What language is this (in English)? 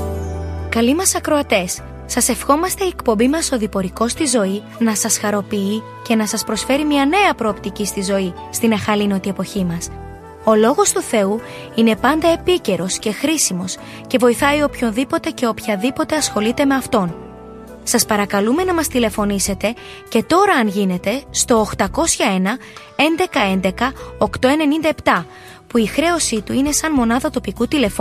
Greek